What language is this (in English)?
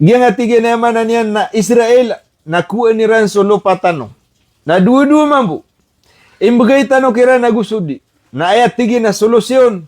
Maranao